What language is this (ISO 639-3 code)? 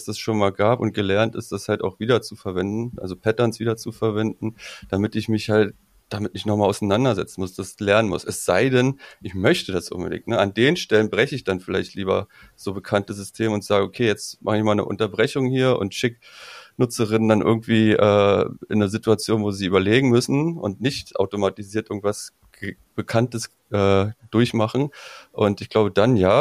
deu